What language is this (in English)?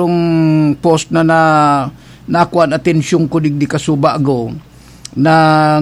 Bikol